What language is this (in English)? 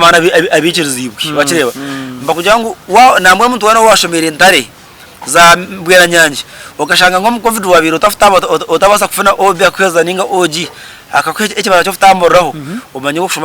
Nyankole